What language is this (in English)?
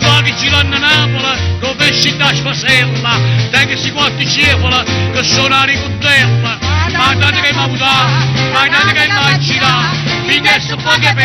Neapolitan